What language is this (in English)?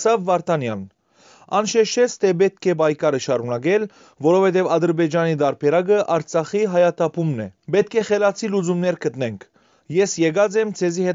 Western Armenian